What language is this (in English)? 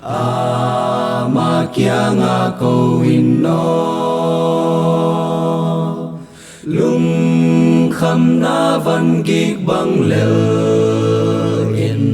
Tedim Chin